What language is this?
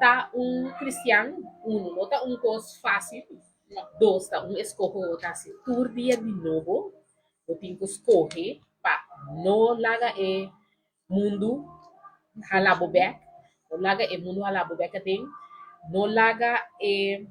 Papiamento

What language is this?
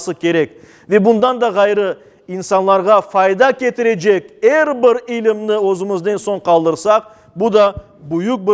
Crimean Tatar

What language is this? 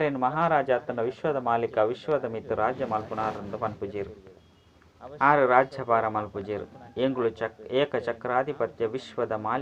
Tulu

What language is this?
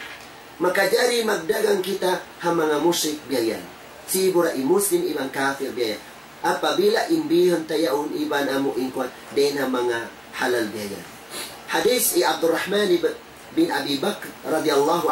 Tausug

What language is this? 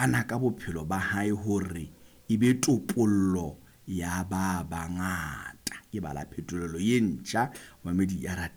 Southern Sotho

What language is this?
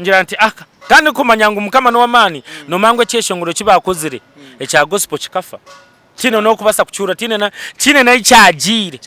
Nyankole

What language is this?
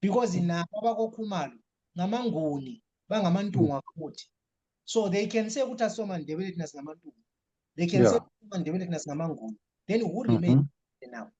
Zulu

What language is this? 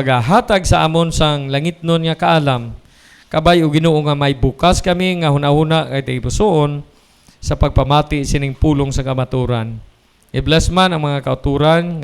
Hiligaynon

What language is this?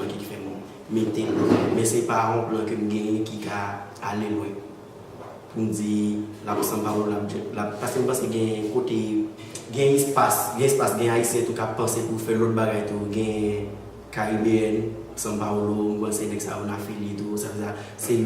Haitian Creole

